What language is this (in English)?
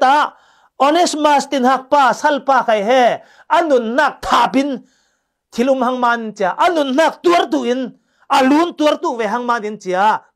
Falam Chin